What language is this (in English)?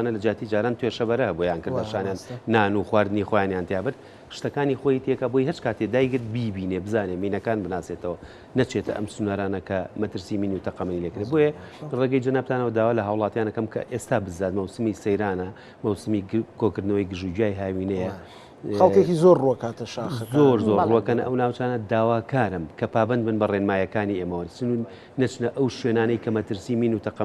Central Kurdish